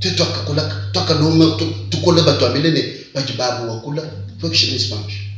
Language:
Luba-Lulua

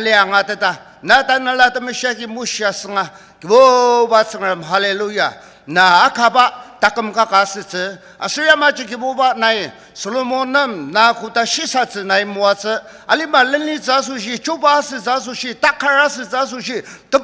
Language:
Ao Naga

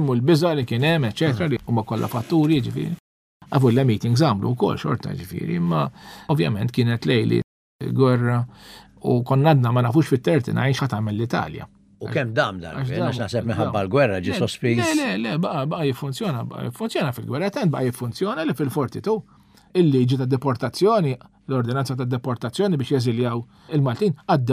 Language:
Maltese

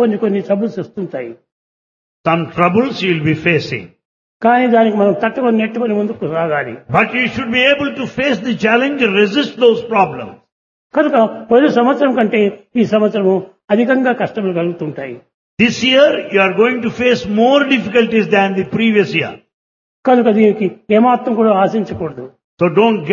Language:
Telugu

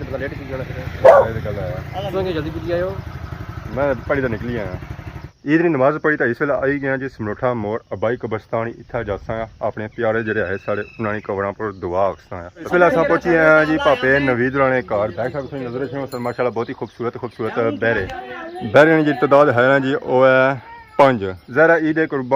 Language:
Pahari-Potwari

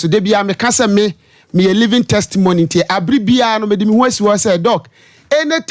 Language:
Akan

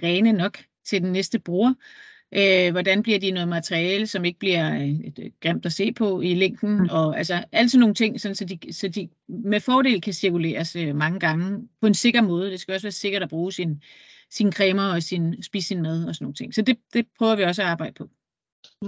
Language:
Danish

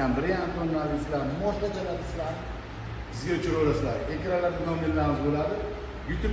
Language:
Uzbek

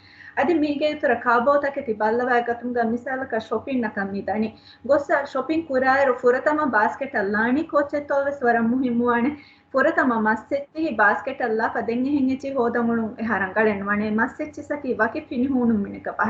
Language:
Divehi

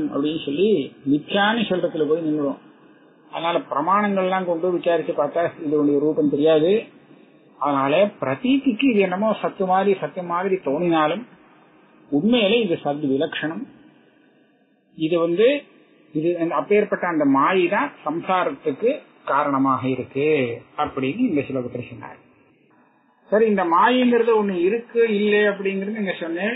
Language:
Tamil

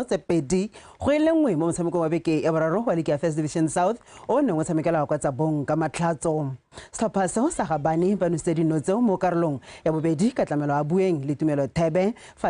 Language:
Tswana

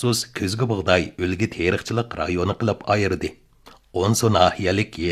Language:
Uyghur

